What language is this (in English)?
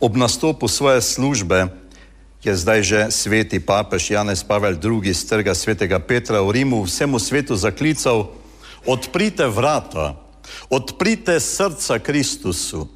Slovenian